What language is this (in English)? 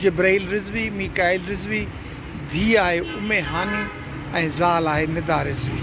Sindhi